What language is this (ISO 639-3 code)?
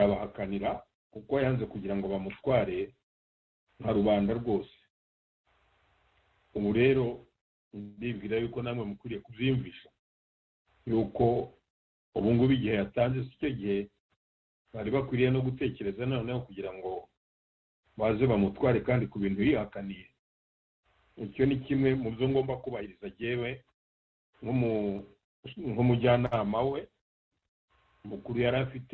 kin